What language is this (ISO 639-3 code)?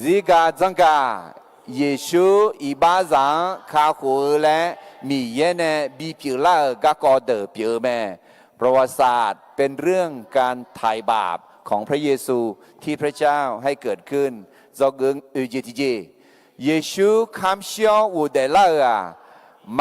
ahk